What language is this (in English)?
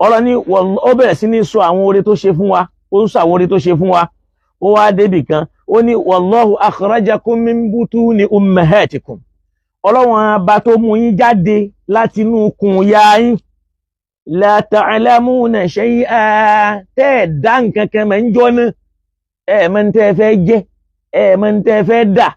Yoruba